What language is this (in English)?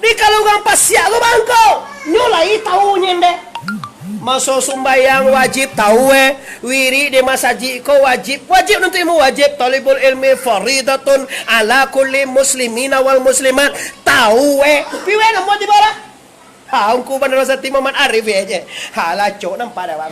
Minangkabau